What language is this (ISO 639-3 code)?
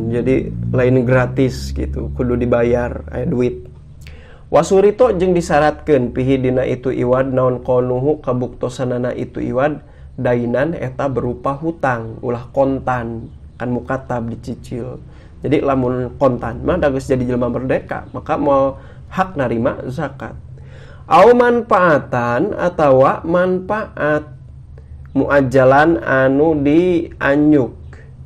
sun